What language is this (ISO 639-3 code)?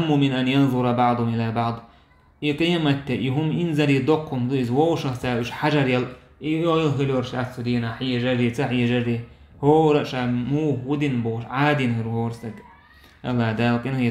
che